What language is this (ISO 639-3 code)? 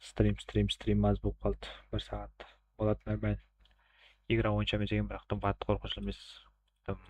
kaa